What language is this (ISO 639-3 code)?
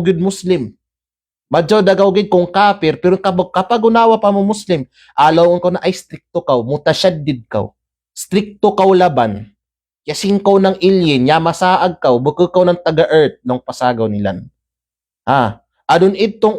kqe